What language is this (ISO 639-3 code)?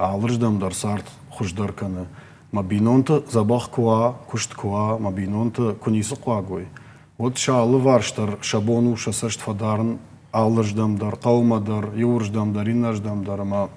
oss